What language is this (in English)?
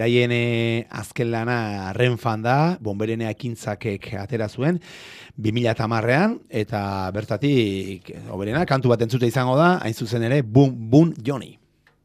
Basque